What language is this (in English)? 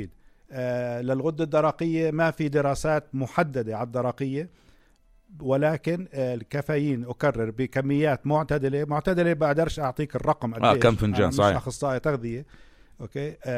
North Levantine Arabic